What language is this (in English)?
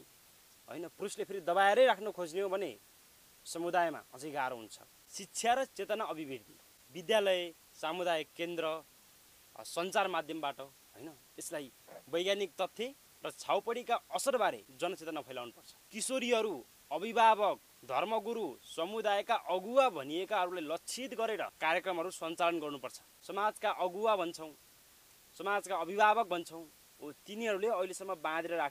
Nepali